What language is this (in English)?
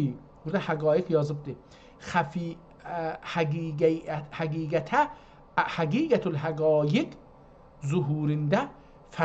South Azerbaijani